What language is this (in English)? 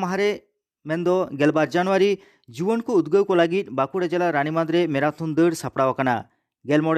Santali